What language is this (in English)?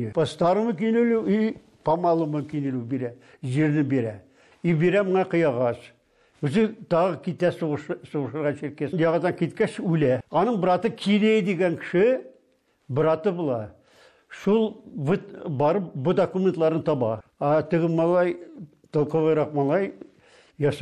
Tatar